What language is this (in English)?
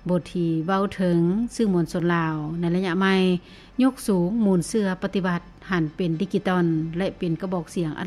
Lao